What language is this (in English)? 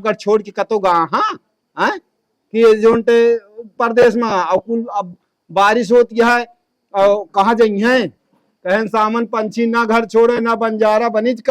Awadhi